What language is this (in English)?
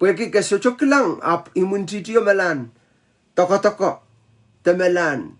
Pohnpeian